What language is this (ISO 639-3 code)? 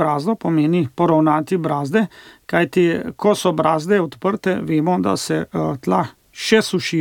slv